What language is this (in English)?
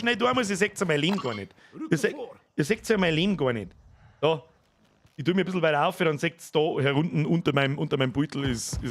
Bavarian